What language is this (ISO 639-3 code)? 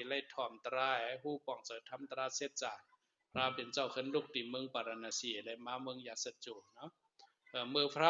shn